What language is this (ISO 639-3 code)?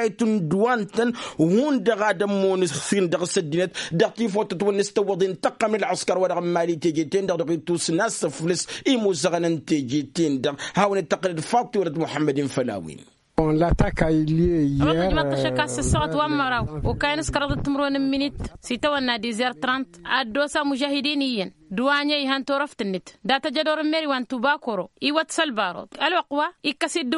taq